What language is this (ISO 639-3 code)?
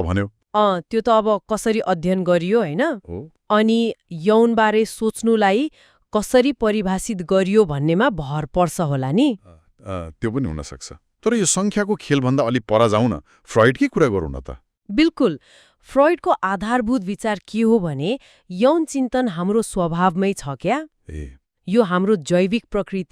nep